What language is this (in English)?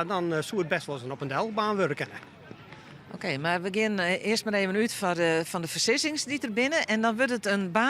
Western Frisian